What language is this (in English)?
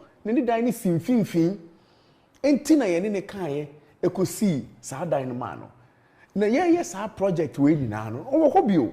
Akan